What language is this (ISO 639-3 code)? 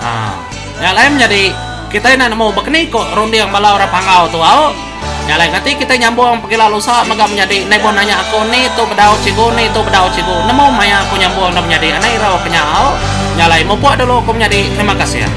iba